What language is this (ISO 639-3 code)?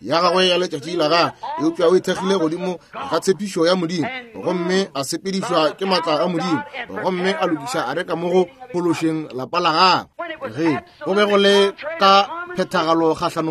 nso